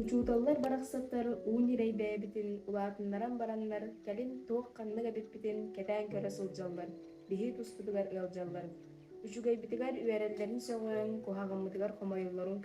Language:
Yakut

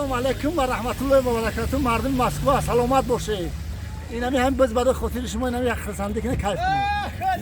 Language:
Tajik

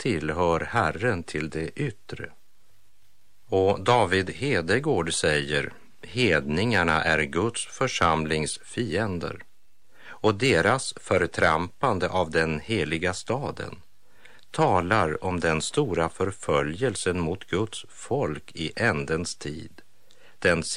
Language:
Swedish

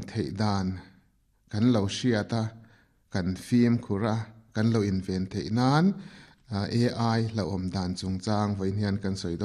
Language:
Mizo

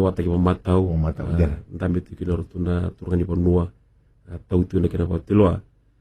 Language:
Fijian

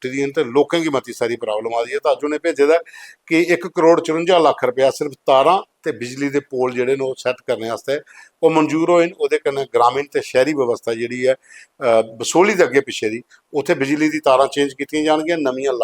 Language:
Dogri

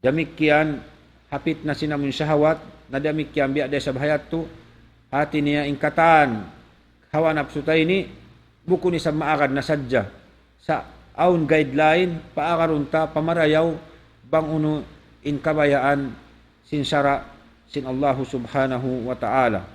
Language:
Tausug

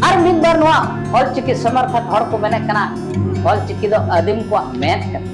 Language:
Santali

